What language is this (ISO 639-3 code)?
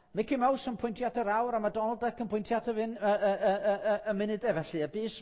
cym